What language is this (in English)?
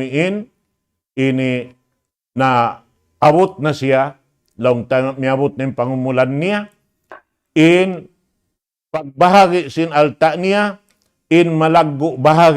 Tausug